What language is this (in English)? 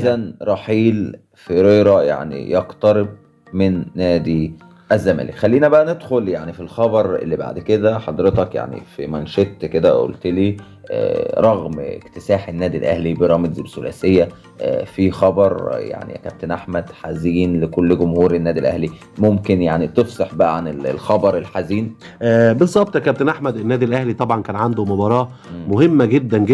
Egyptian Arabic